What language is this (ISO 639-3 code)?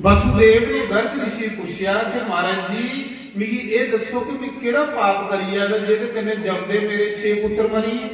doi